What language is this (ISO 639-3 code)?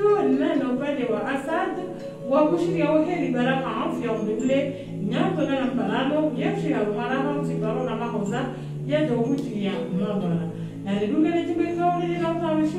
swa